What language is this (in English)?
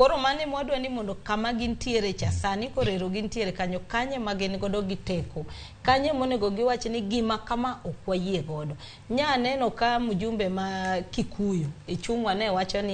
Luo (Kenya and Tanzania)